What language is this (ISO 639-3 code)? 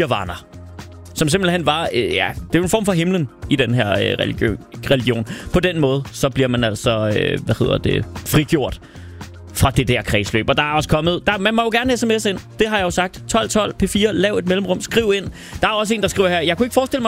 dan